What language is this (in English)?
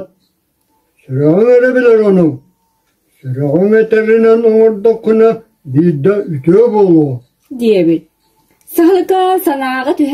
Yakut